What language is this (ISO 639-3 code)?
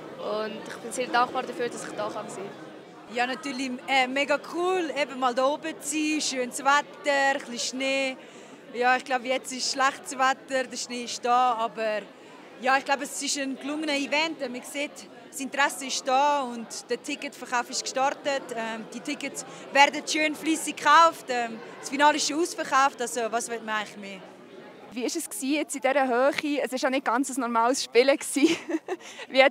gsw